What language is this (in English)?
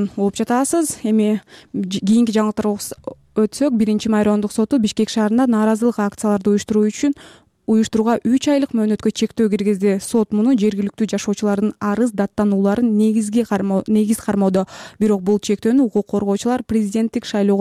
Kyrgyz